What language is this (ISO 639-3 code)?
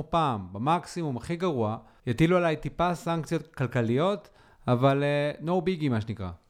heb